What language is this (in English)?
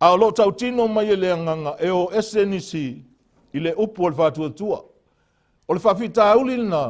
Samoan